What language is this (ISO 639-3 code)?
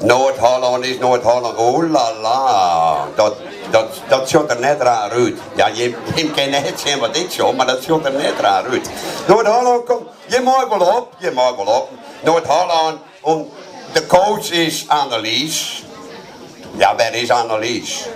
fry